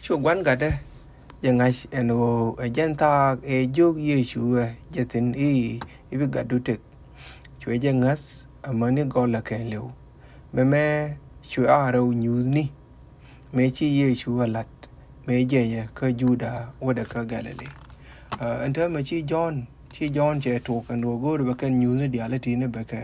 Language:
Nuer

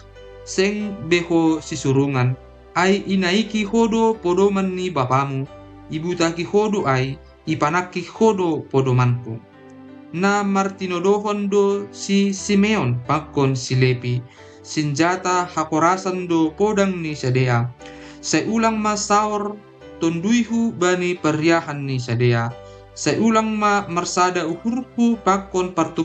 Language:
Batak Simalungun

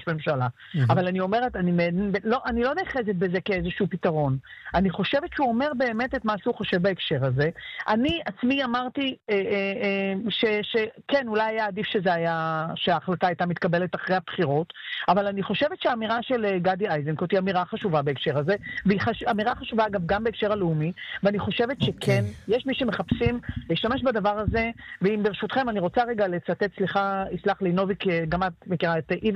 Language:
Hebrew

